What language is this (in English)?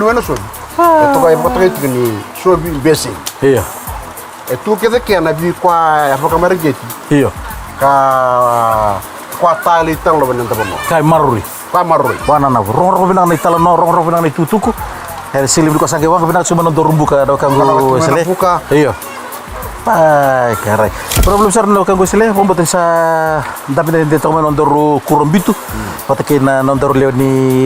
Fijian